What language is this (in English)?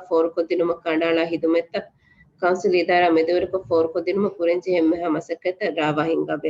Divehi